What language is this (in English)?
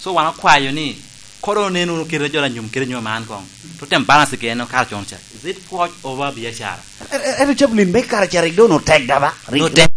Lango (Uganda)